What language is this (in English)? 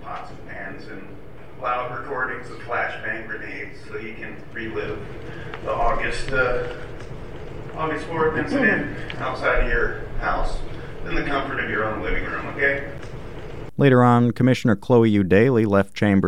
English